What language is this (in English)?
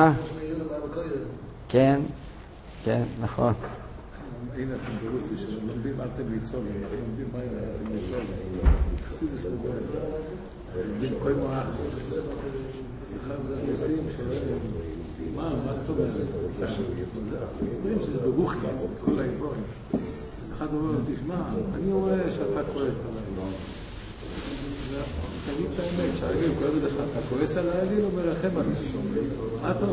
Hebrew